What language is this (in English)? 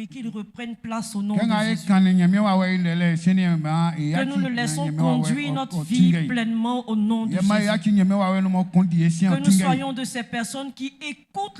Baoulé